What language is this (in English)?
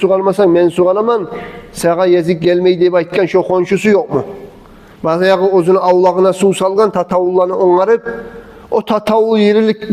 Kumyk